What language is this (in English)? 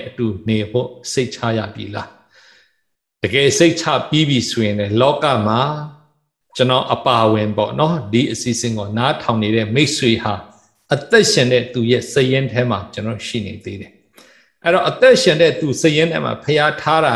Burmese